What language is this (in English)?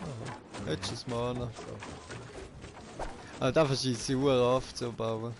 Swiss German